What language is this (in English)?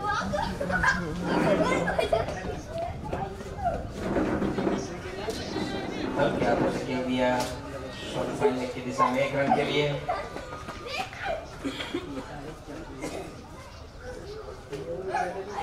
Hindi